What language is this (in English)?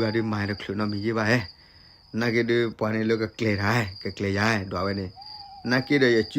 S'gaw Karen